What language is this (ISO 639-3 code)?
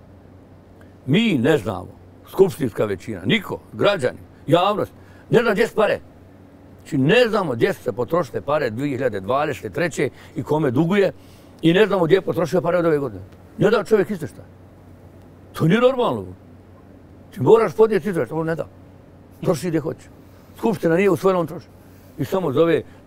bos